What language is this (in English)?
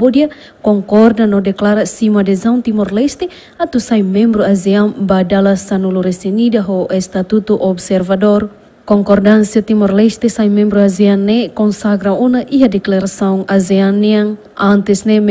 Tetum